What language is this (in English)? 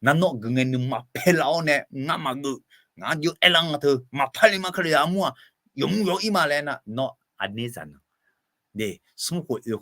Akha